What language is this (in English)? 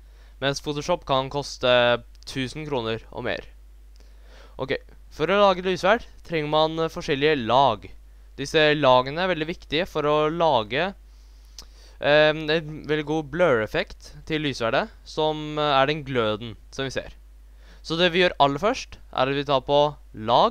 Norwegian